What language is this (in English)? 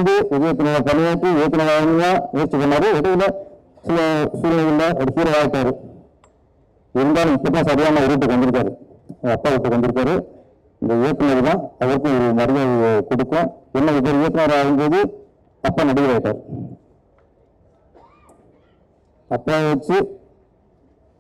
Tamil